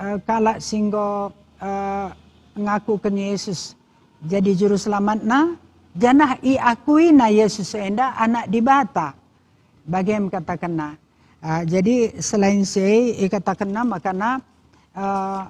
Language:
Batak Karo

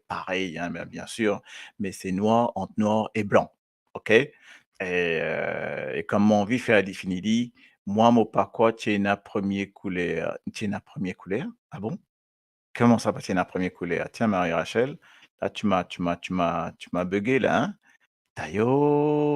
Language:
Morisyen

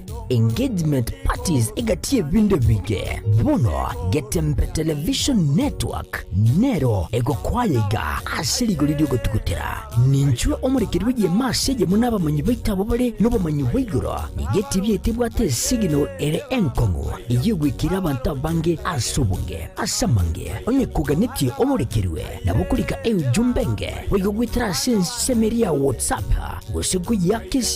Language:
Gusii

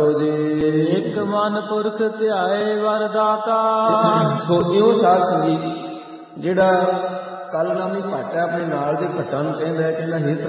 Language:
Punjabi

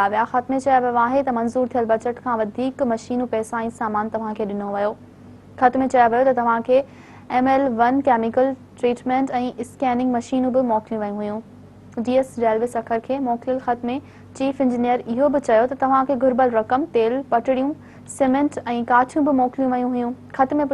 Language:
Sindhi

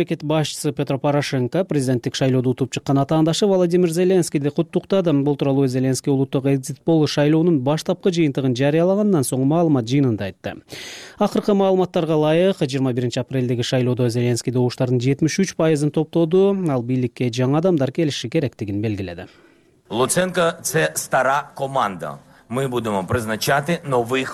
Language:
Kyrgyz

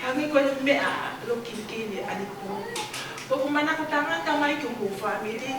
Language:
Tongan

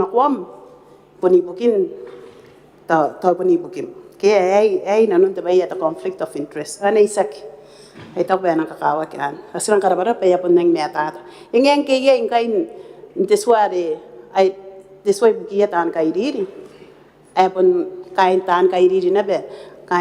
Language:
Gilbertese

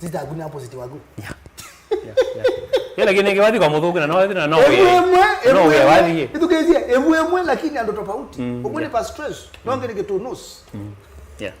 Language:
Kamba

